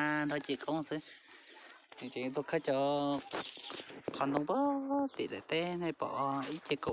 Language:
Hmong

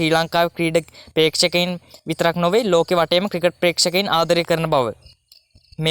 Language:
Sinhala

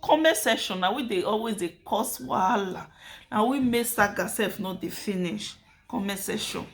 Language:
Nigerian Pidgin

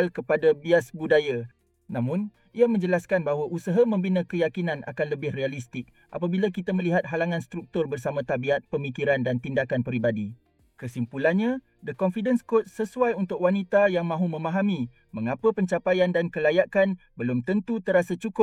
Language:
Malay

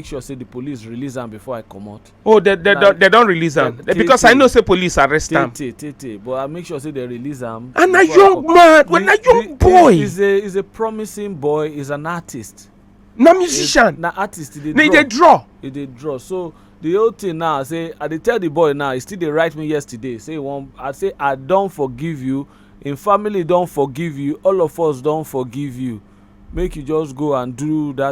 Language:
Nigerian Pidgin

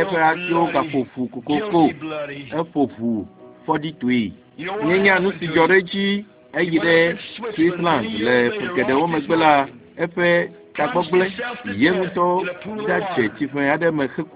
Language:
Ewe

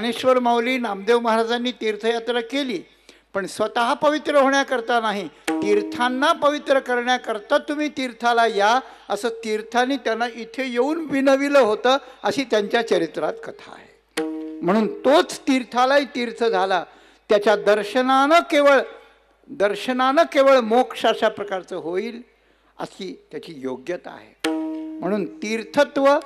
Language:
Marathi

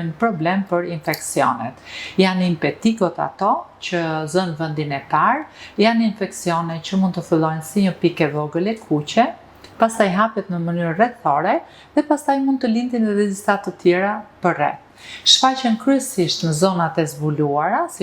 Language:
Albanian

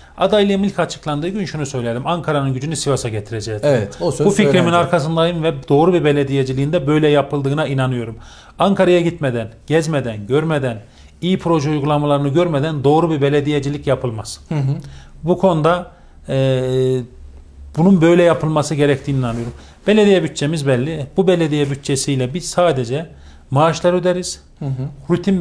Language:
Turkish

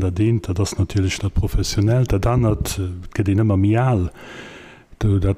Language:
Luxembourgish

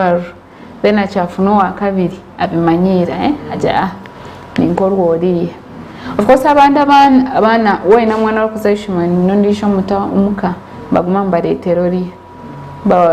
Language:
Nyankole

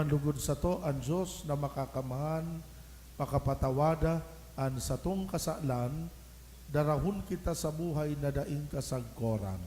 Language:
Bikol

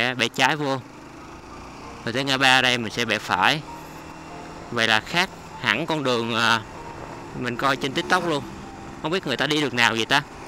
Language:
Vietnamese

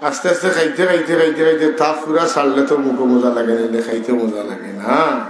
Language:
Sylheti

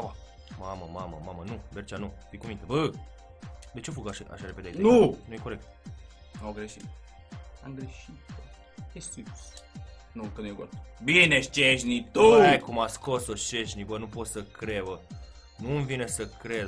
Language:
Romanian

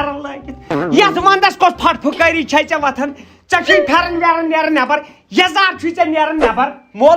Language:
Kashmiri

